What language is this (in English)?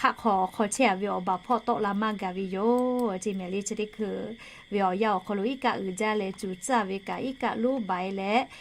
Lahu